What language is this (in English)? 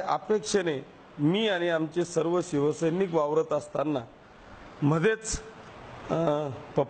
Marathi